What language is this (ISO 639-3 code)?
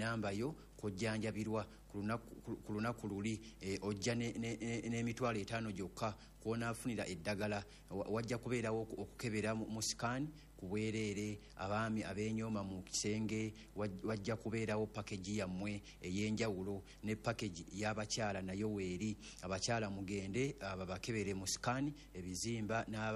lug